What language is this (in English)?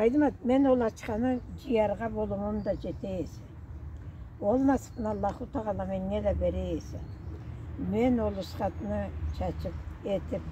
Karachay-Balkar